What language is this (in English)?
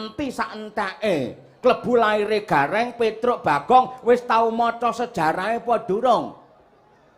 Javanese